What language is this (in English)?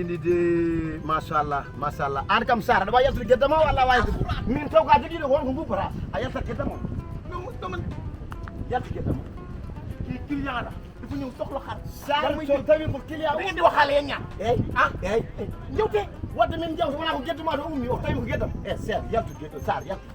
Fula